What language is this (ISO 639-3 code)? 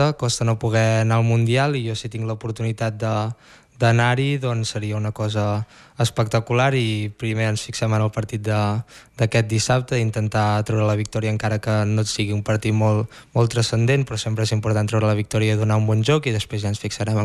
cat